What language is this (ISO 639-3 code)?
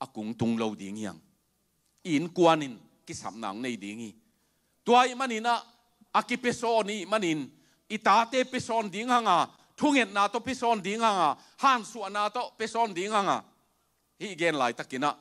ctd